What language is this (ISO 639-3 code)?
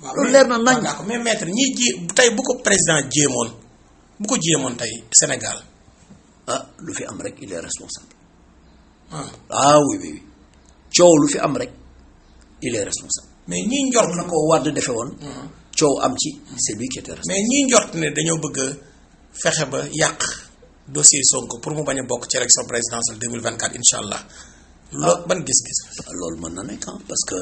wol